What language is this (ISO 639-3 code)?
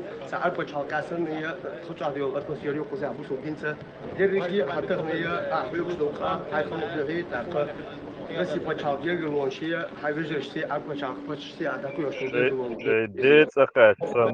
che